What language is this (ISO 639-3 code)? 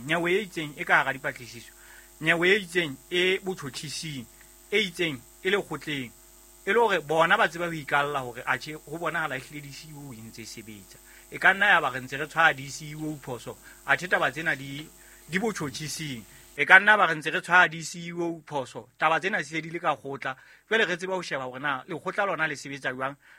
sot